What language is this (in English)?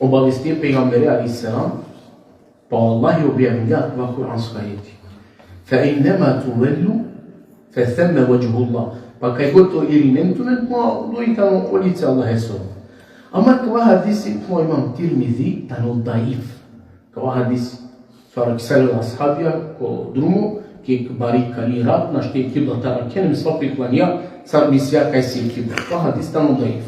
Balkan Romani